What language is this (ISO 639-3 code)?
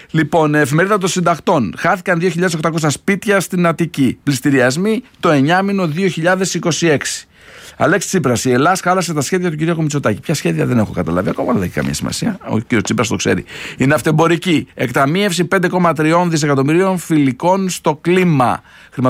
ell